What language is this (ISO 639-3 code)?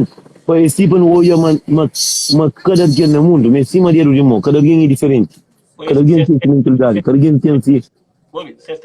kea